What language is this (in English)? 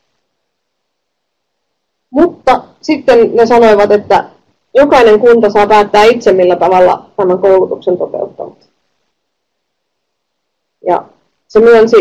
Finnish